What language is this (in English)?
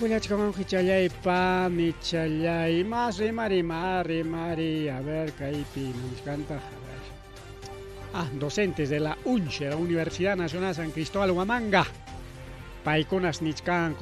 Ayacucho Quechua